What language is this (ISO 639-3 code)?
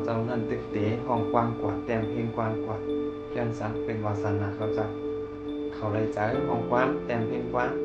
shn